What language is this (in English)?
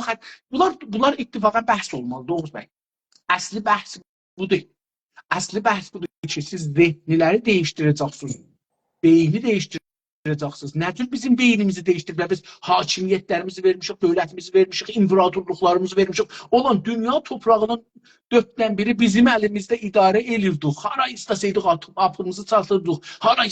South Azerbaijani